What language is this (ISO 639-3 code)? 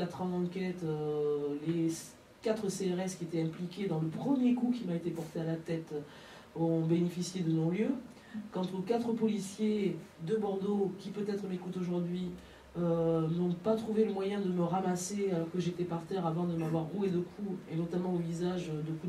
fra